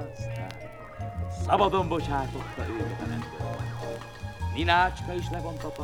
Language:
Hungarian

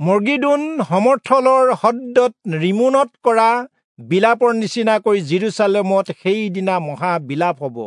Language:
Assamese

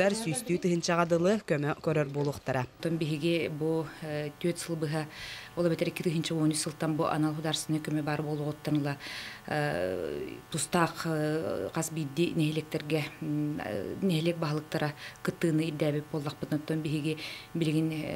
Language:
Yakut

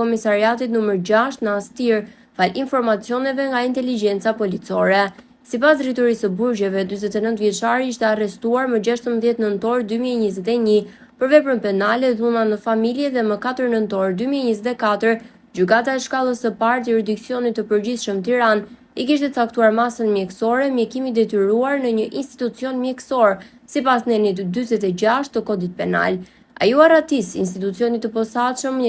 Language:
Albanian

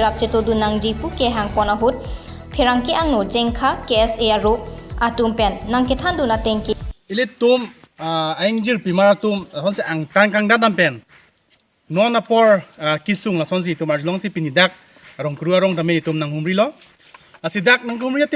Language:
Karbi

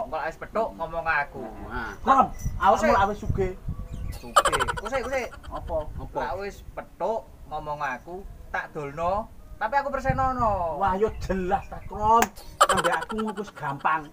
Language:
Javanese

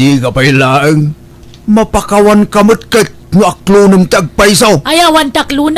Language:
Iloko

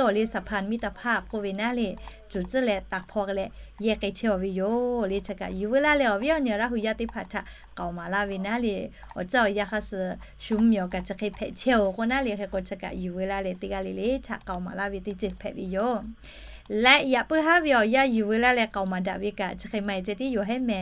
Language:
Lahu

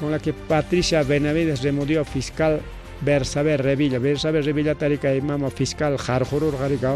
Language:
Ayacucho Quechua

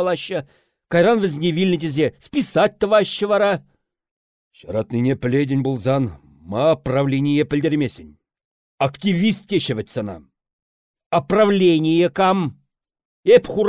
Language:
Chuvash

